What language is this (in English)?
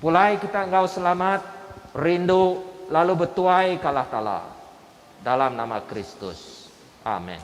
Iban